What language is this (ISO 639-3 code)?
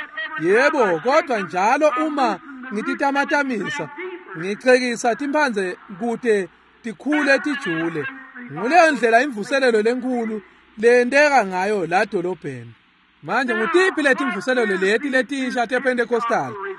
ssw